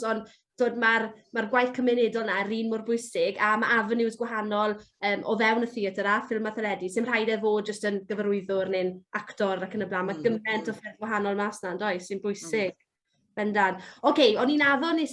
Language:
Welsh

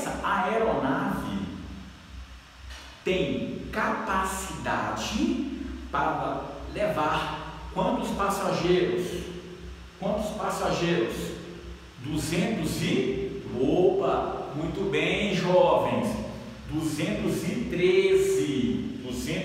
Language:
Portuguese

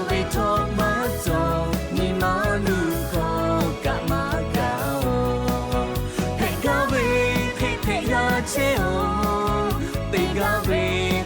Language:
Lahu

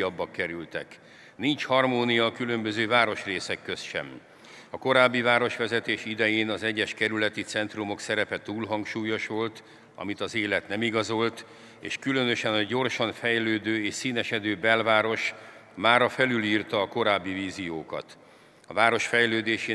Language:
Hungarian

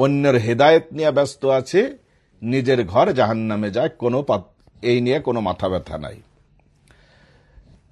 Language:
Bangla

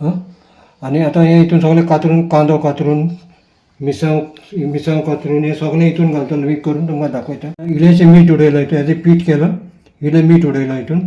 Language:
Konkani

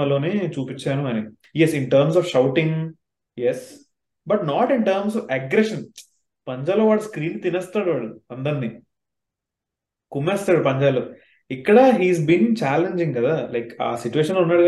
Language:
Telugu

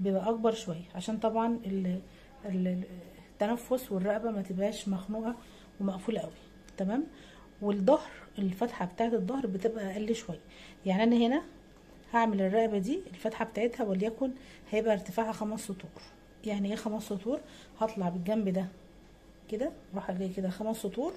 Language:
Egyptian Arabic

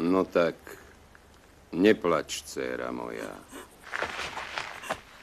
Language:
Slovak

